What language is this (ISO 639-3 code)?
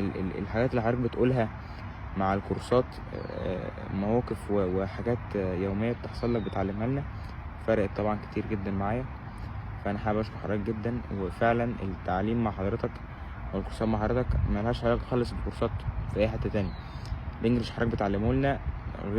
arz